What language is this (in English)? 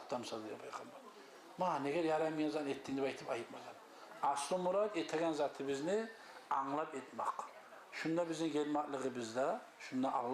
Kumyk